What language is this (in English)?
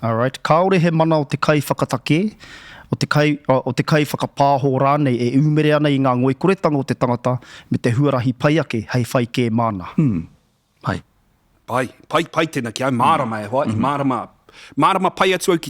Māori